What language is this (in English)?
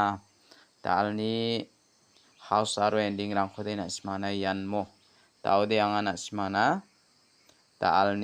Garo